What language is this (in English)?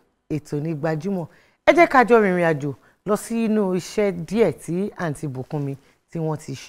Yoruba